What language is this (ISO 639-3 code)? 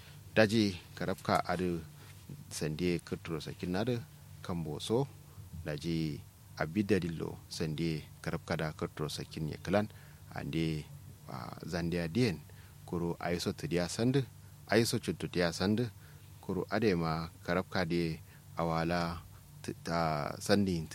kau